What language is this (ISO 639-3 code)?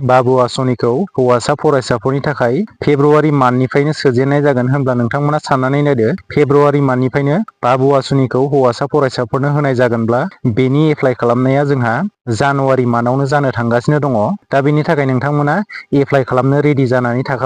brx